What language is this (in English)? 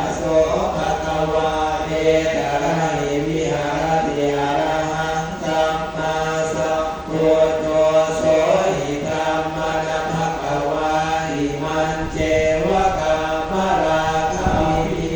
Pali